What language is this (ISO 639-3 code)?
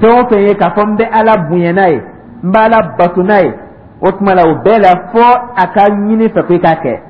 dyu